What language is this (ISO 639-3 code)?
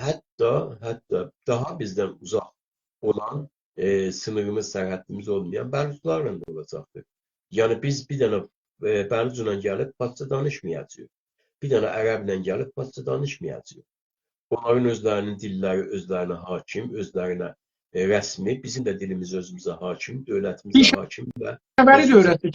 azb